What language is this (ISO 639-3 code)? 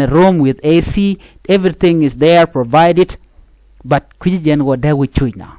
nus